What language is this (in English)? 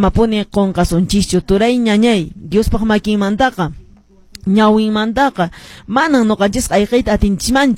Quechua